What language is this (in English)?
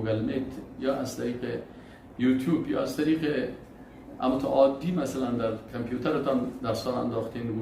Persian